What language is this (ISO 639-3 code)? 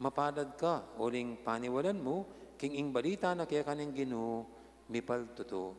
pam